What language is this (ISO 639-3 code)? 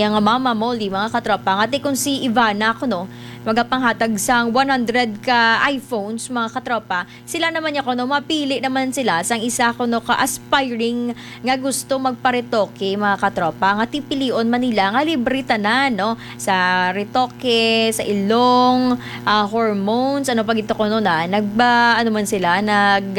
hil